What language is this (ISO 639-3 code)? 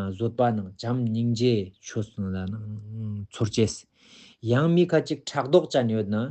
lbj